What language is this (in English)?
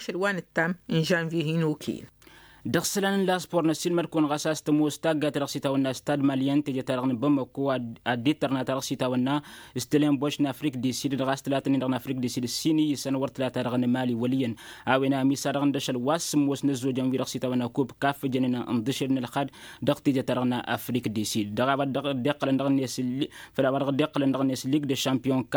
Tamasheq